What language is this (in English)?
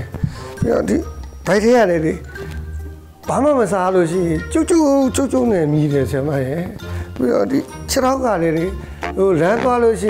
Burmese